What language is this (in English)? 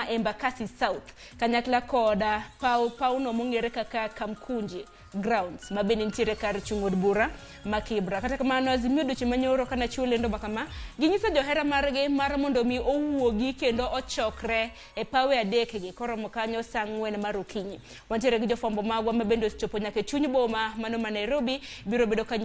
Luo (Kenya and Tanzania)